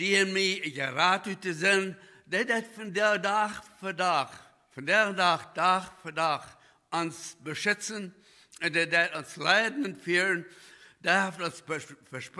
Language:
Plautdietsch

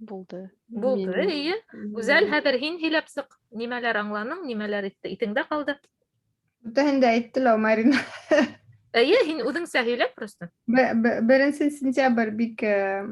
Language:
Bashkir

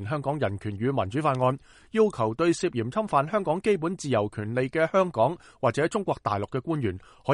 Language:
Cantonese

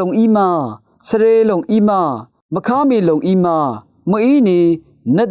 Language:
Rawang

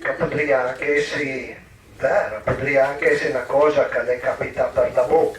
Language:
Piedmontese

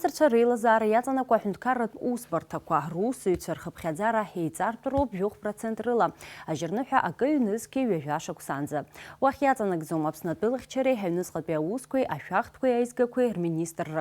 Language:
Abkhazian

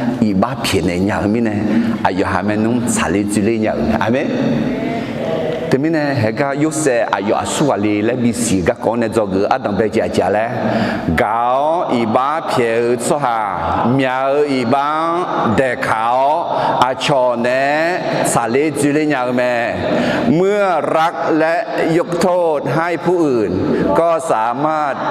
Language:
Akha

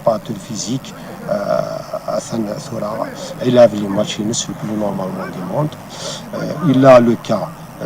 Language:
Kabyle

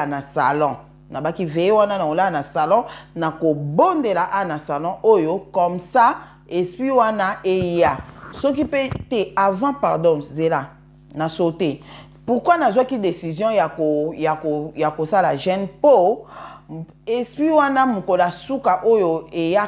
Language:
Lingala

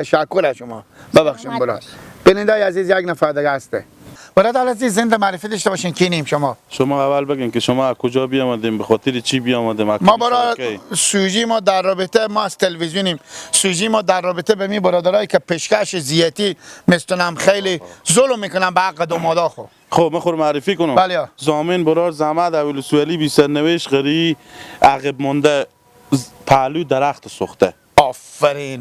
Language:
Persian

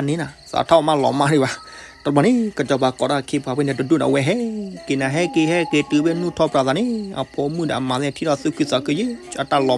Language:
S'gaw Karen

